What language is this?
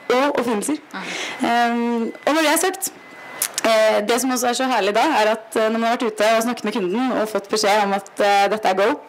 Norwegian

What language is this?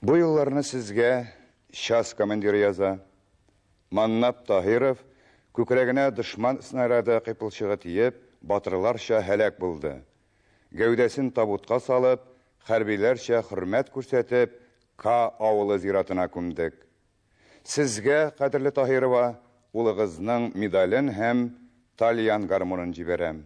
Tatar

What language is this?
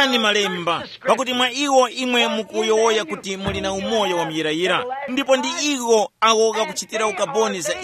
Tumbuka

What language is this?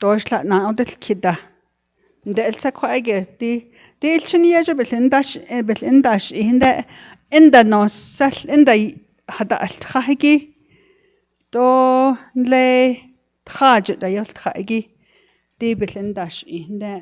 Navajo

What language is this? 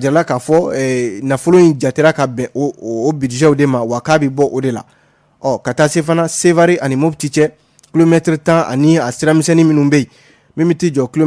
Bambara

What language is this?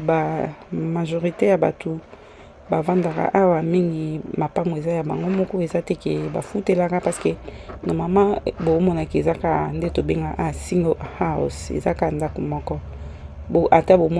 Lingala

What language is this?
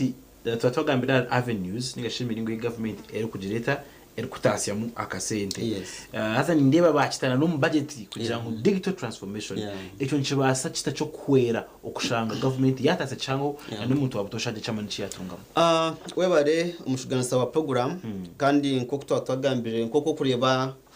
Nyankole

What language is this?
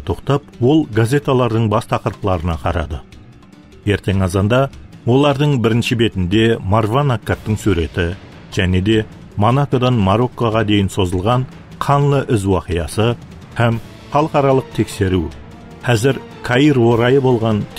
Kara-Kalpak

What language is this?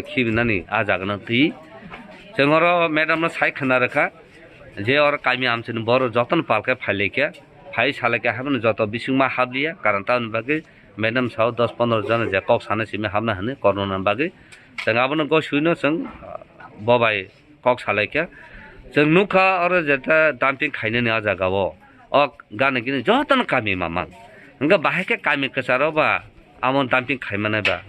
Kok Borok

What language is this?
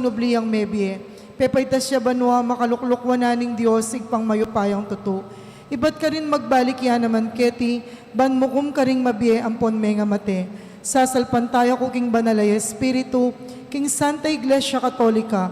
Pampanga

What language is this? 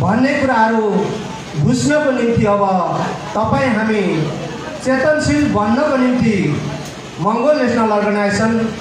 Nepali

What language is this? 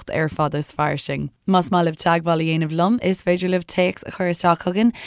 Irish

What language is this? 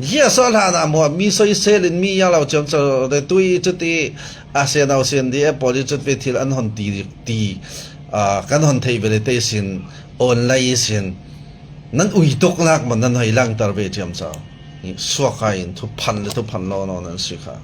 Falam Chin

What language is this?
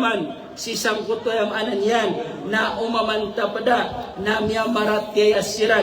Maranao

